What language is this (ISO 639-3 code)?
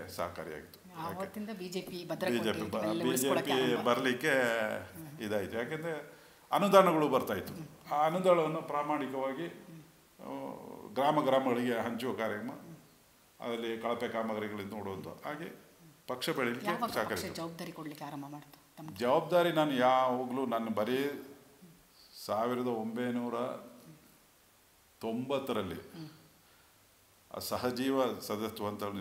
kan